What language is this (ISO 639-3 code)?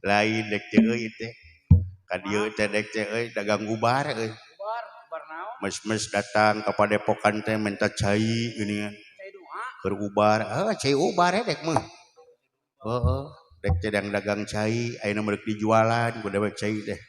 sun